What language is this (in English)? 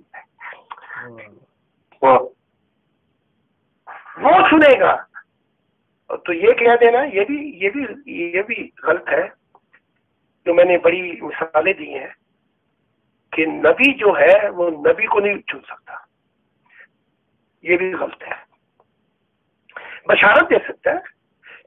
Urdu